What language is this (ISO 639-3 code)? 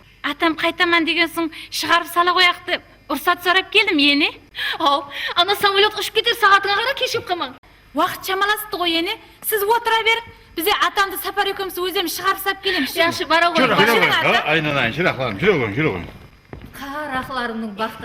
kaa